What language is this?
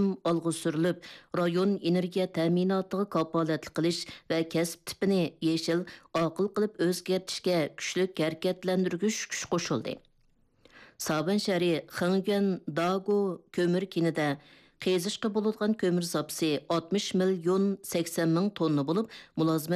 Uyghur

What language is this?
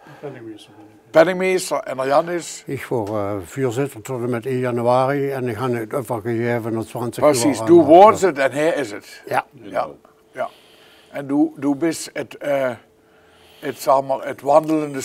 Limburgish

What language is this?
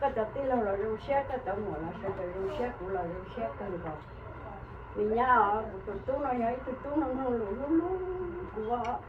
Hmong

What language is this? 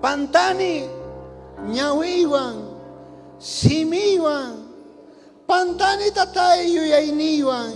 South Bolivian Quechua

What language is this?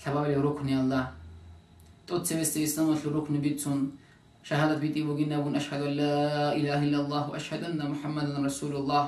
Avaric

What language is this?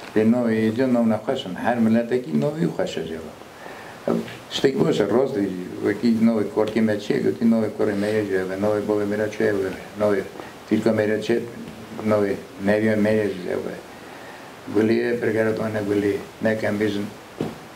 Kurdish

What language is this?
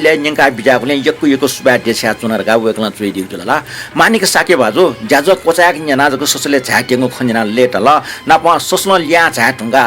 Newari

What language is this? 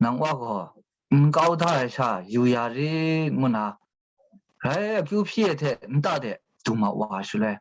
Kachin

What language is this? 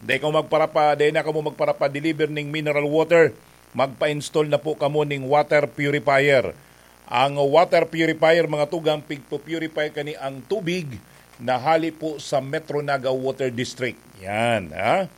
Bikol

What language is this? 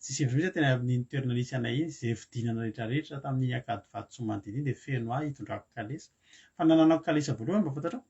Malagasy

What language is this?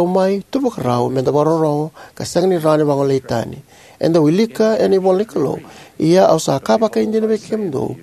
Fijian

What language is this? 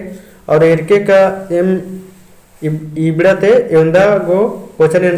Kurukh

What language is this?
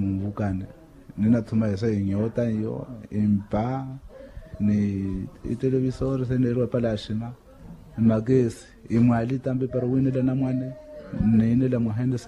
Makhuwa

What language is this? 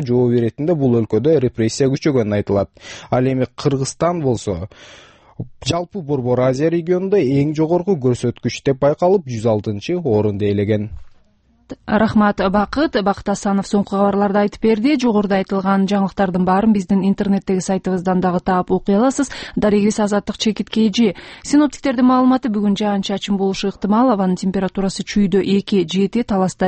Kyrgyz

